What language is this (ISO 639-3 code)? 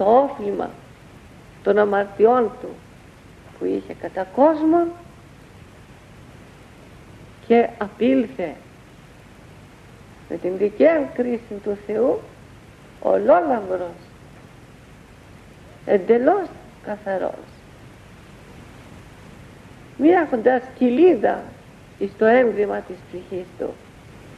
ell